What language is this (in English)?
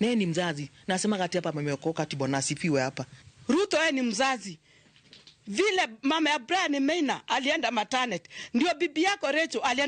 Luo (Kenya and Tanzania)